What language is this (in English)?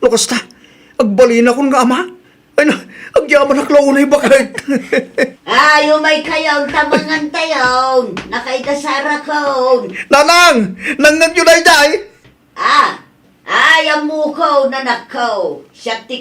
Iloko